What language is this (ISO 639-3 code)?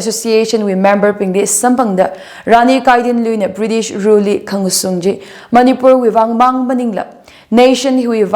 nmf